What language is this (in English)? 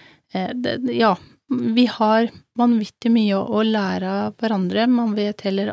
Norwegian